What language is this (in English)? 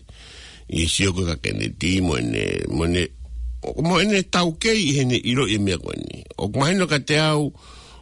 Tongan